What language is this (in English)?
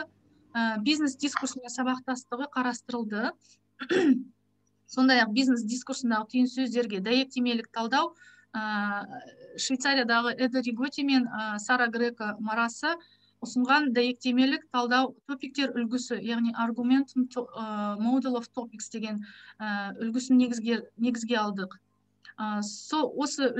Kazakh